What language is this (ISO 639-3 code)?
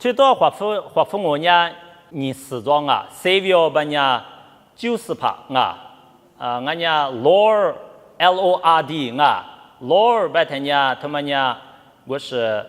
lis